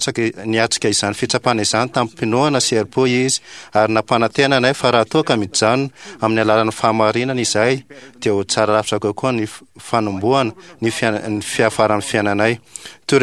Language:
Malagasy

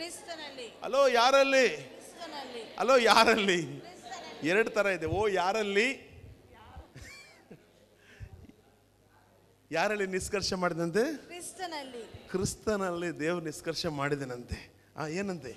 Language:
Kannada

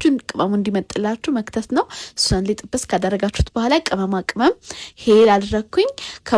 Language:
Amharic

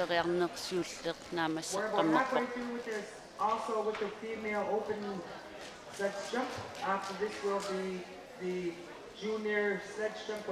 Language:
Kalaallisut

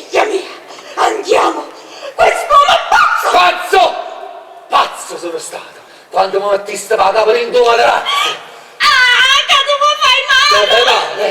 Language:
Neapolitan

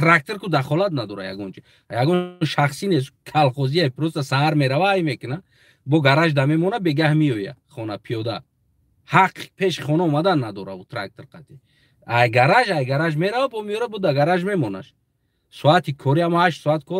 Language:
Tajik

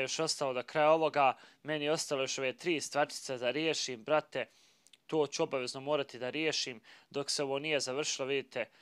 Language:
Bosnian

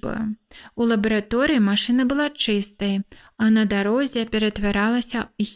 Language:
Belarusian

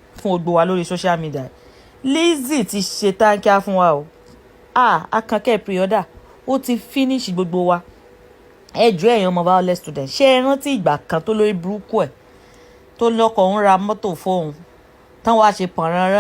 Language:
Yoruba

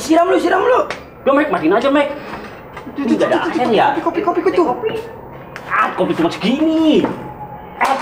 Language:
Betawi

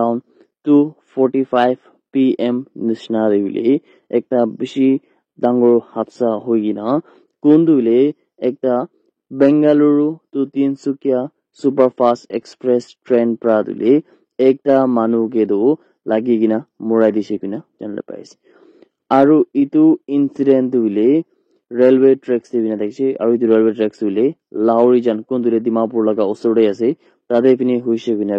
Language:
Naga Pidgin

